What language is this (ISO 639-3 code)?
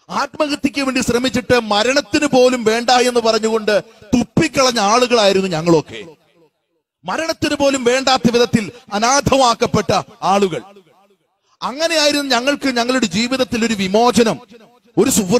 mal